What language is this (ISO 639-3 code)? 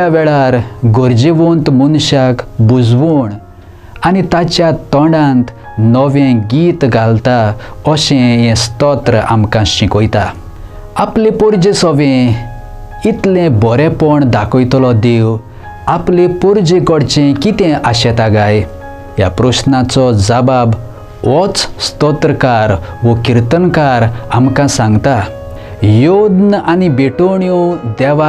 kok